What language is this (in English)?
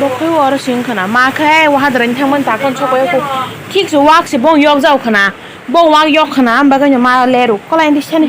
Kok Borok